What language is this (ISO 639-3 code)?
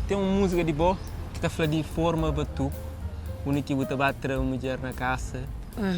kea